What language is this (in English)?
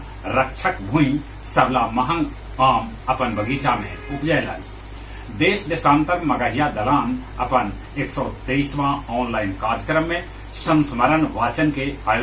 Magahi